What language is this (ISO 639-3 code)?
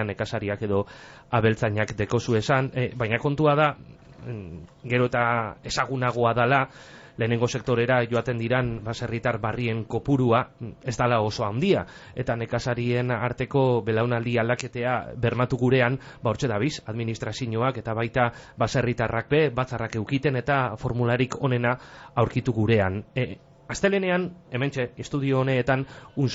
eus